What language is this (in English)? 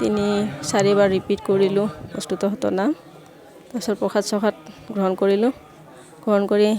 Assamese